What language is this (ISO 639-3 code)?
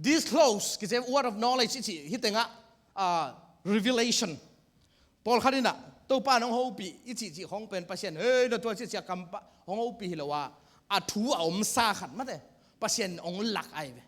ctd